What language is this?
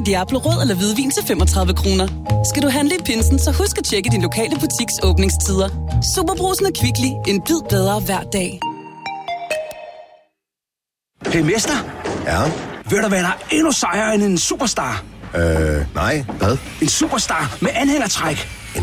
Danish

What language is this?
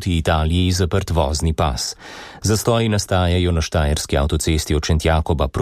Slovenian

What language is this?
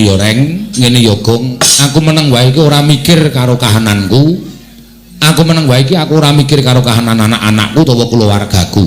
Javanese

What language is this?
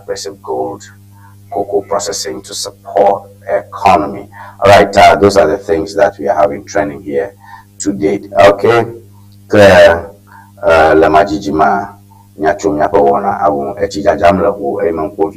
Ewe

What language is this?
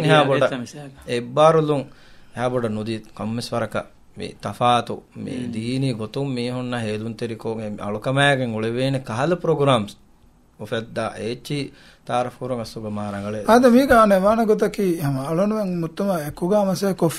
Divehi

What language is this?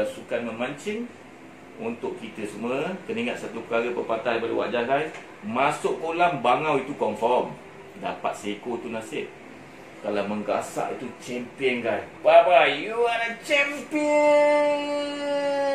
Malay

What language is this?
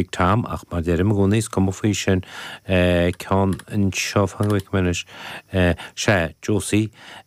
Irish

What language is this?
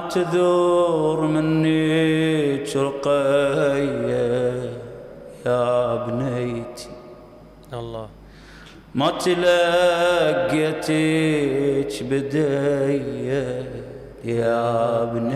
Mesopotamian Arabic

